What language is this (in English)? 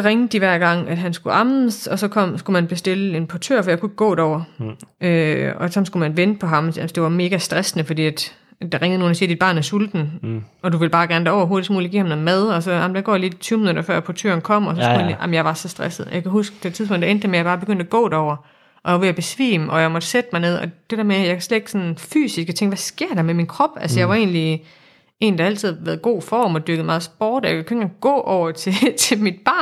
Danish